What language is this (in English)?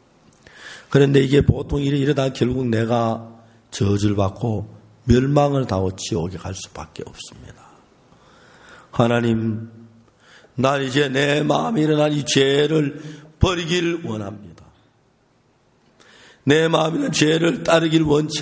Korean